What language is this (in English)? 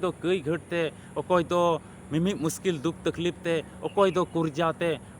Santali